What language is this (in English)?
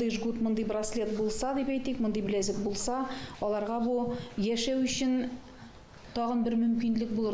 Tatar